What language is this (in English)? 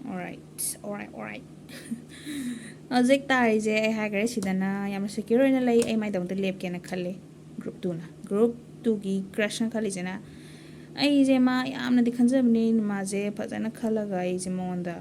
Manipuri